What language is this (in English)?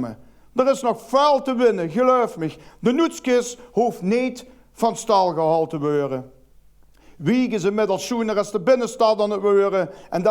Limburgish